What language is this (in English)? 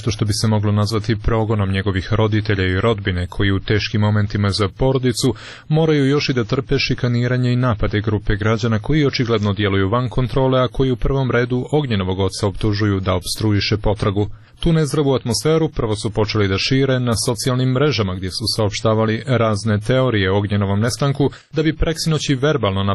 Serbian